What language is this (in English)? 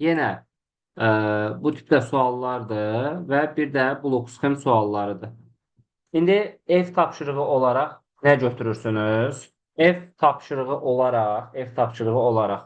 Azerbaijani